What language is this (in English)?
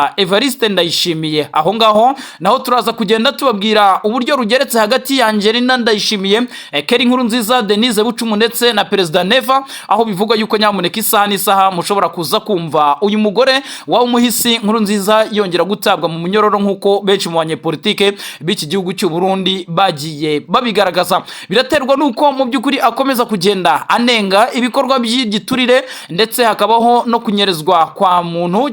Kinyarwanda